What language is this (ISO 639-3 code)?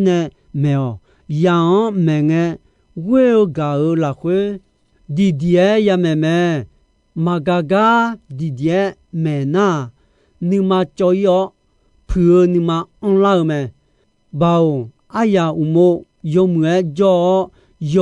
ahk